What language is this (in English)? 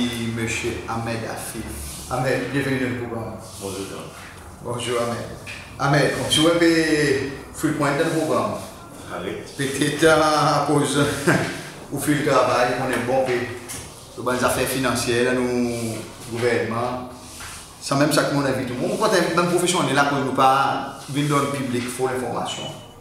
Seselwa Creole French